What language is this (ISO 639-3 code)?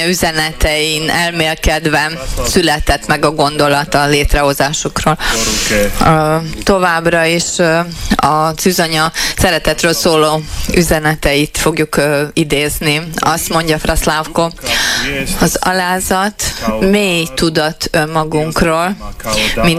hun